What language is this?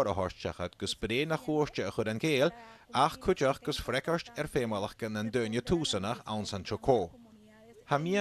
Scottish Gaelic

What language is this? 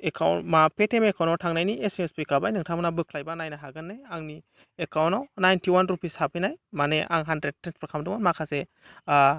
Bodo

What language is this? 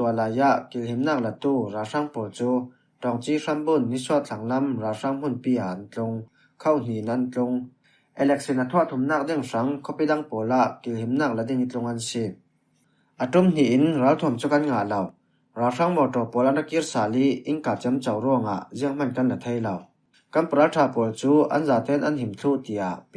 Falam Chin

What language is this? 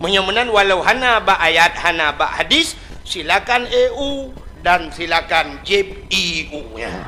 Achinese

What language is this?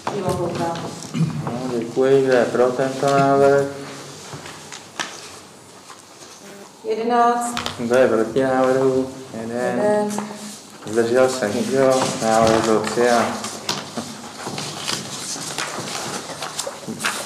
Czech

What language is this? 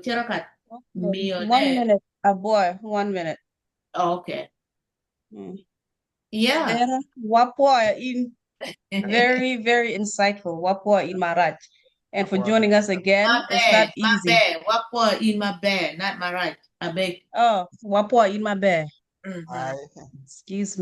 Acoli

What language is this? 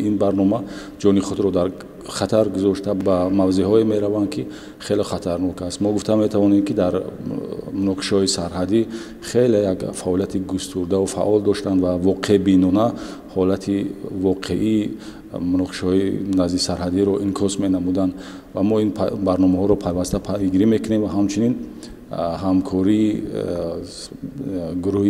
Tajik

